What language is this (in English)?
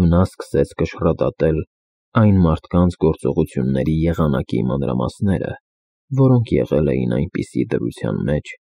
Armenian